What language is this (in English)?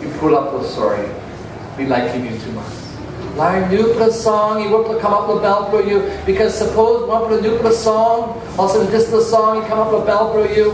Tok Pisin